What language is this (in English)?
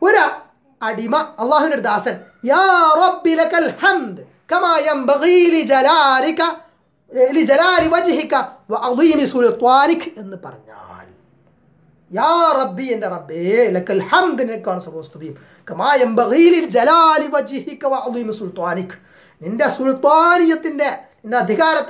Malayalam